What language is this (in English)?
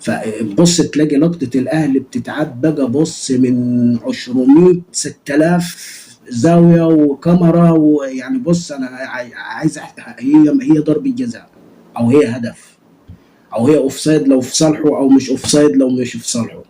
Egyptian Arabic